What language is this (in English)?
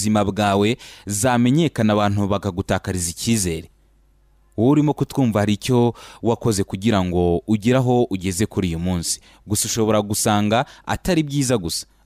Kinyarwanda